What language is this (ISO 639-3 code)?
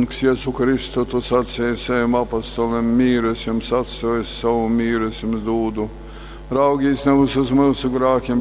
ltg